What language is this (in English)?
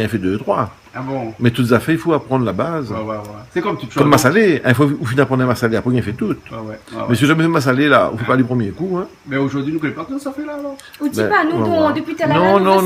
Réunion Creole French